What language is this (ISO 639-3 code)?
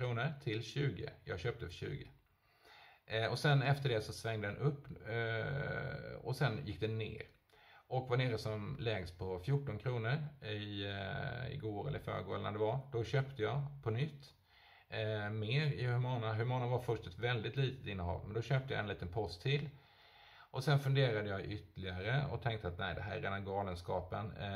swe